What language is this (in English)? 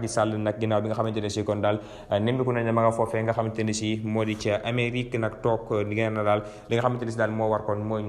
Wolof